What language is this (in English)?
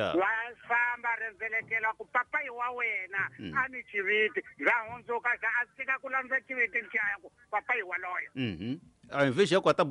Tsonga